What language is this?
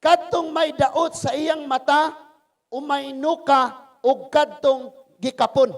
Cebuano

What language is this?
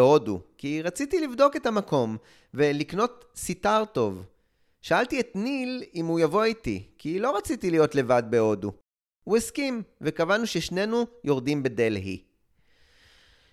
Hebrew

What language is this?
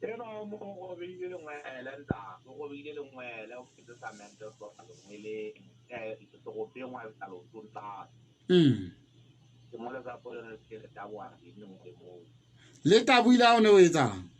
Southern Sotho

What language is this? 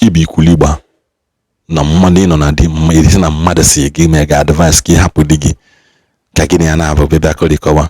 Igbo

